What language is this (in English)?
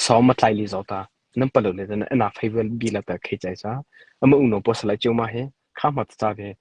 Mara Chin